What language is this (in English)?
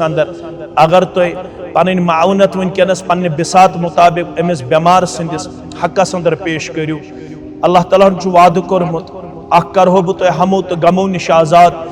Kashmiri